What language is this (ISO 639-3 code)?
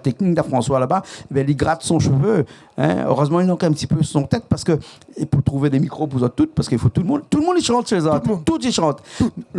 rcf